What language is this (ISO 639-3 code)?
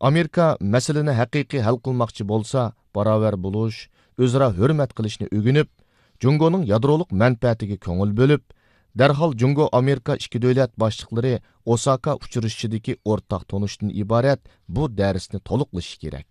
uig